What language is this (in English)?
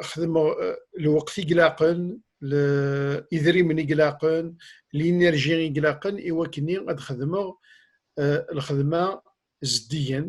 Kabyle